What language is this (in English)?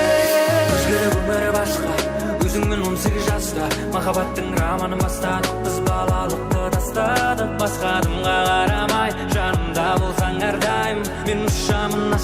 Kara-Kalpak